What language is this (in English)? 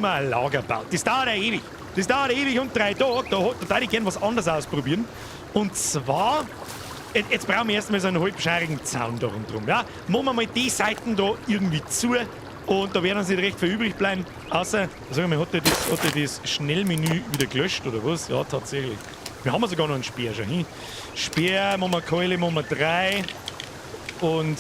Bavarian